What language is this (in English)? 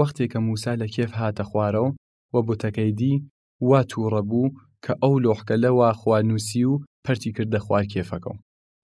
Southern Kurdish